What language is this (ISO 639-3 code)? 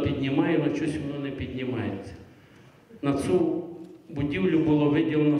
ukr